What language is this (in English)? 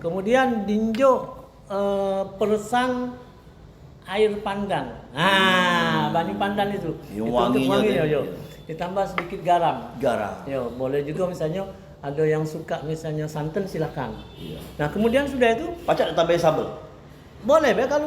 Musi